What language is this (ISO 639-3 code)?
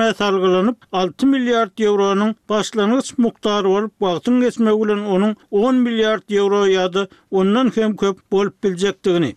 kir